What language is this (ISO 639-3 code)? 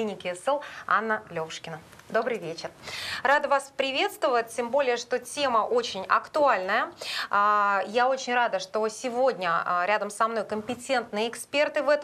rus